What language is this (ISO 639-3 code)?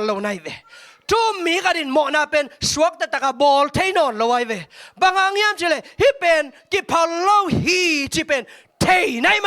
ctd